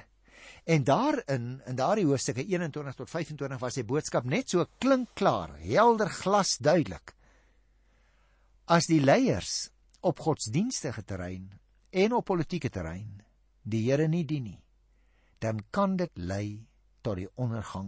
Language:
Afrikaans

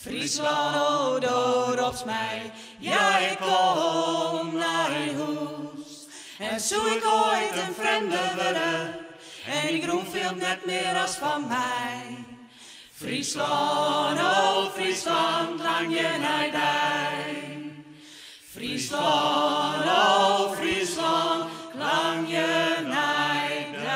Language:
Western Frisian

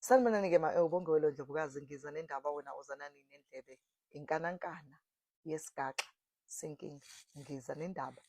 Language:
Zulu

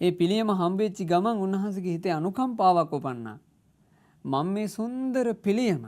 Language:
Sinhala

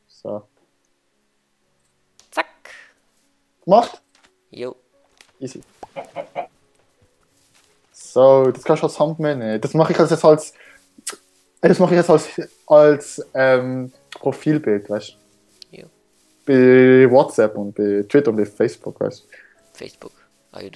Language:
Swiss German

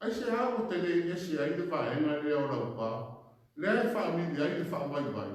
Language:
Samoan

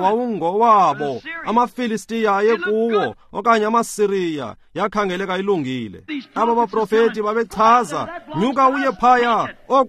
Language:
Xhosa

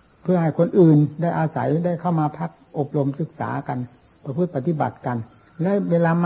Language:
Thai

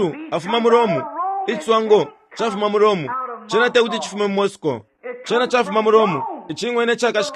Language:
Bemba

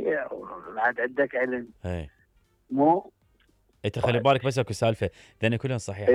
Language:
Mesopotamian Arabic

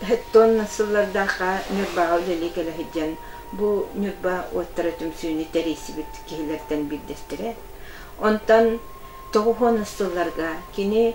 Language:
Yakut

